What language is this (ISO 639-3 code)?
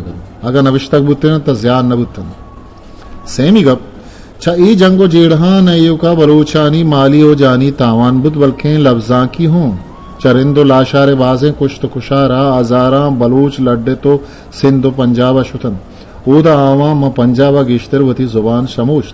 bgp